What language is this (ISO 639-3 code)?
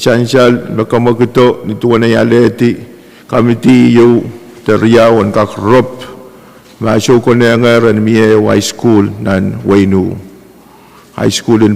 pon